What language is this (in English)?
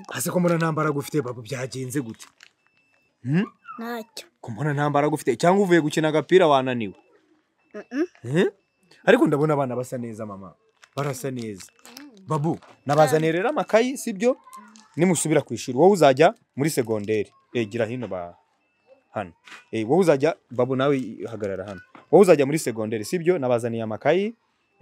Kinyarwanda